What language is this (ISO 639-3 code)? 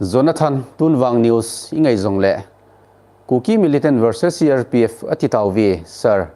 tcz